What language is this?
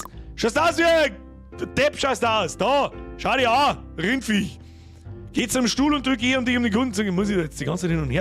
Bavarian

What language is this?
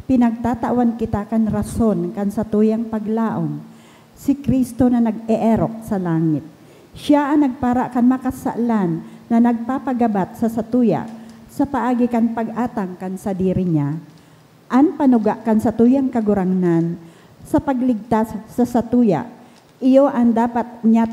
Bikol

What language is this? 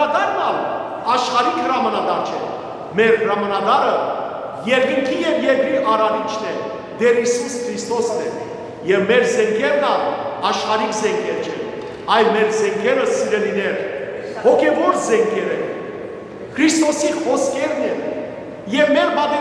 Western Armenian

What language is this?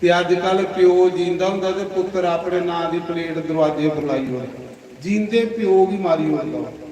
Dogri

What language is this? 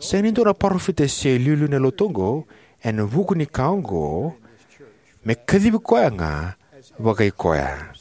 Fijian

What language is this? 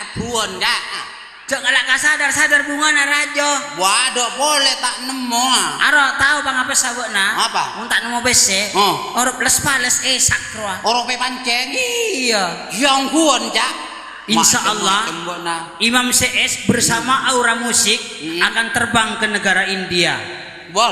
Madurese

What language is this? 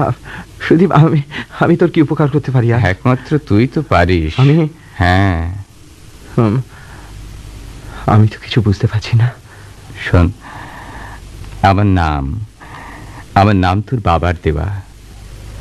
Bangla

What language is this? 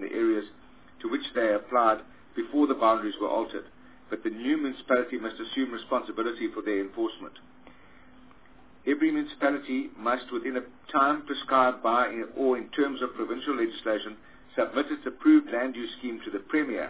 English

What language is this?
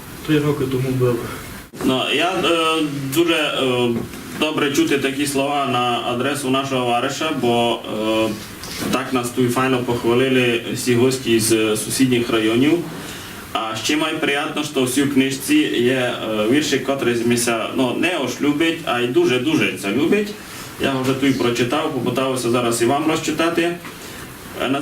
Rusyn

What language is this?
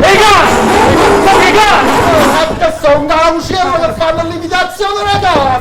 Neapolitan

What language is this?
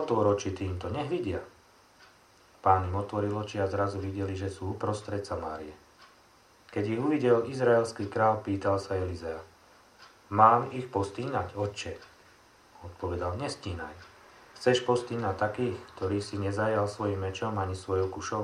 Slovak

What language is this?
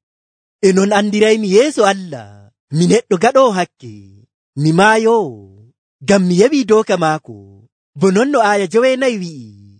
Nigerian Fulfulde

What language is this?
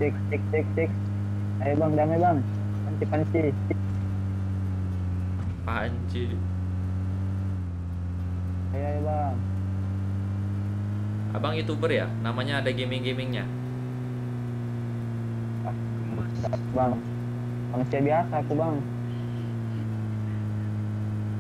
Indonesian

